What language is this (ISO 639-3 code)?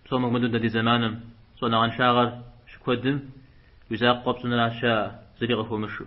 kbd